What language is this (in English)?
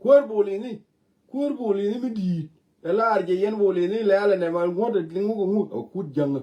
Nuer